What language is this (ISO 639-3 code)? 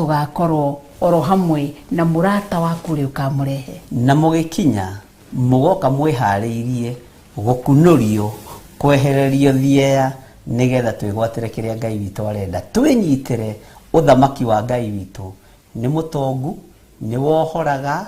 kik